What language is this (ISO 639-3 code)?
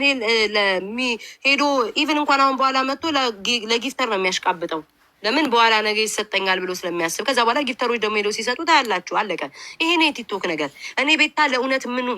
amh